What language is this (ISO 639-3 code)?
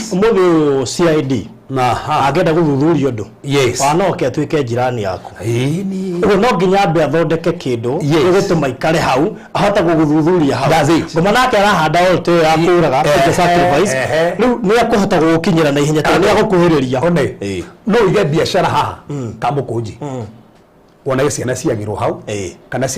kik